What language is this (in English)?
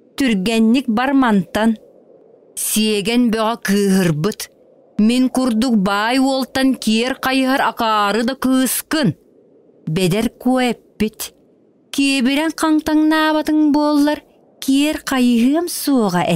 Yakut